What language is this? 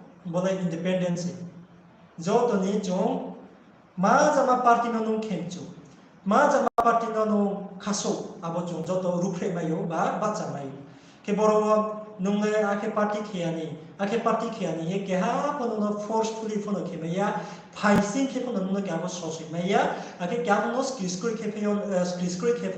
Riang (India)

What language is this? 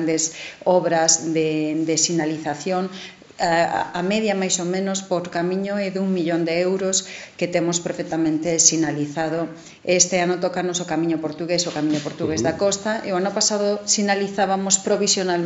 Galician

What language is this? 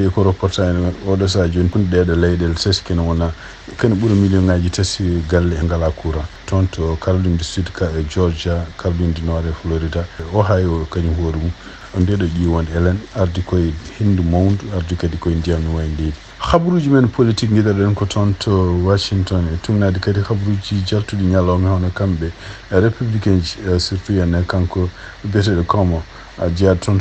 Fula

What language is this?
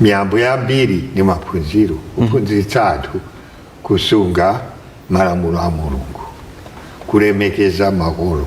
Nyanja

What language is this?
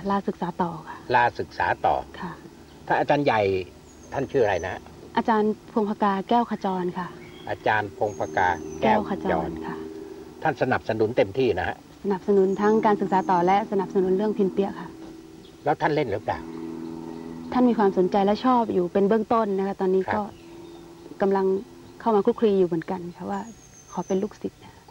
Thai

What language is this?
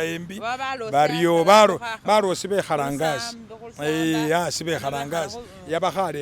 Masaaba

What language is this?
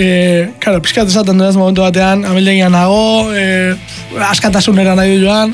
Basque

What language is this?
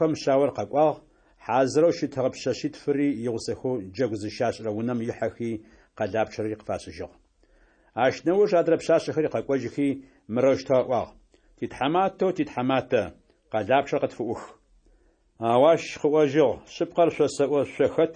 Adyghe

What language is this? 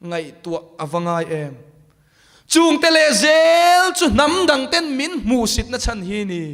Mizo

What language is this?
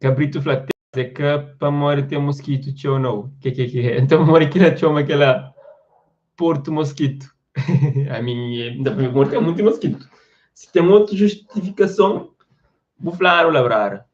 Kabuverdianu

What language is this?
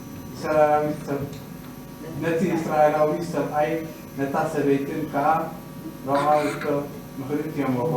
Tigrinya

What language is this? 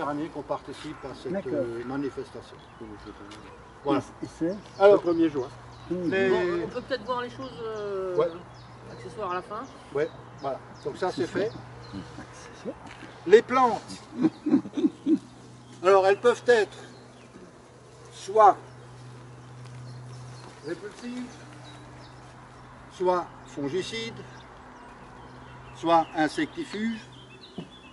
French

